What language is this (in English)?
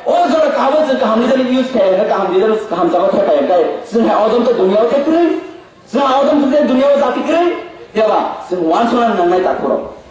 Kok Borok